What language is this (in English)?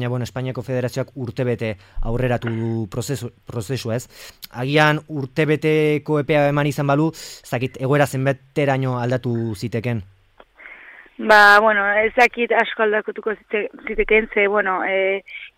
Basque